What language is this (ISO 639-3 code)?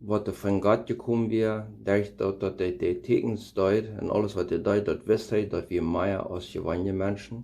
pdt